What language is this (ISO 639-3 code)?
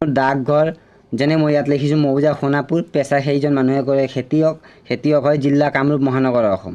asm